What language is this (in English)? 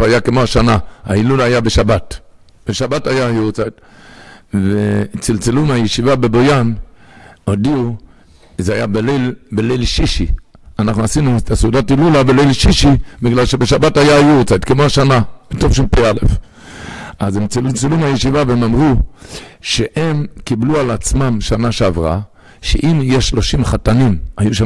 Hebrew